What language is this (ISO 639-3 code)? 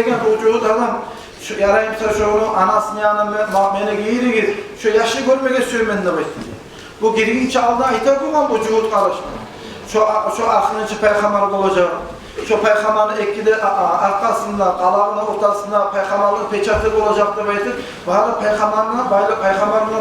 kum